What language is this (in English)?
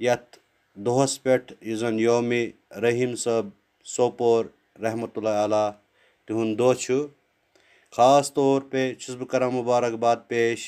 Kashmiri